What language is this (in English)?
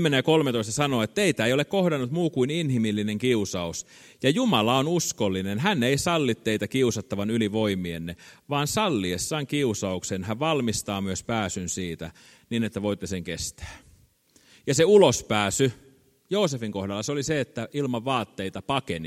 Finnish